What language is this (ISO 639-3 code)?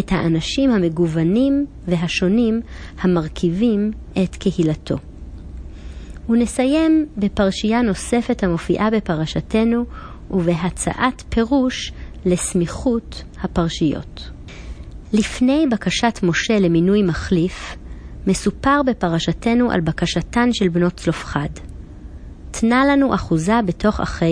heb